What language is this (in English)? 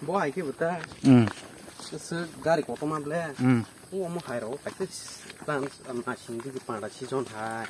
Kok Borok